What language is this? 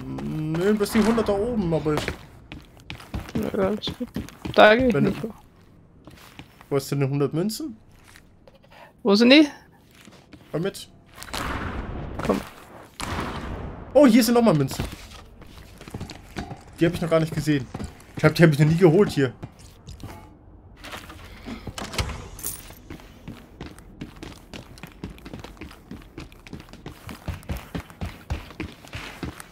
German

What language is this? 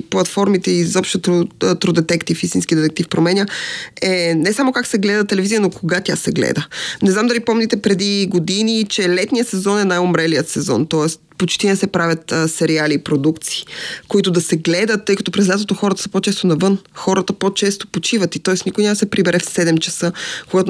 Bulgarian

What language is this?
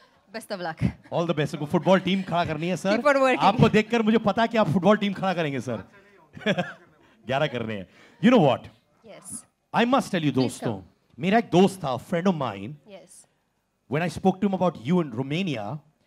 Hindi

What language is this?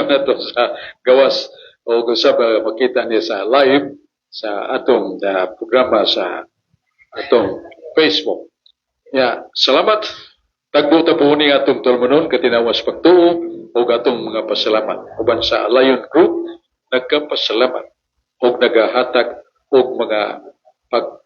Cebuano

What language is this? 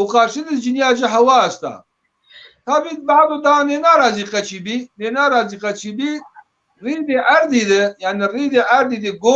Zaza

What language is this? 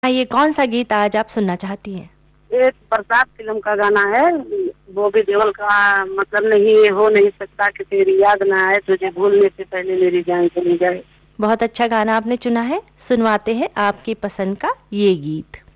Hindi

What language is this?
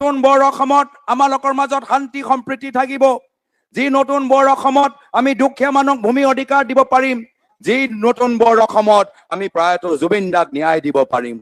Assamese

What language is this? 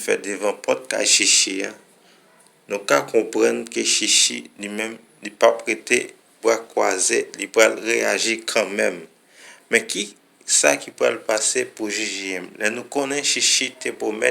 Haitian Creole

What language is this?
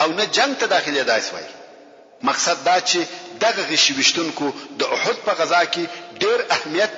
Pashto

